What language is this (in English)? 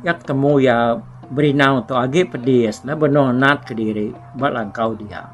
Iban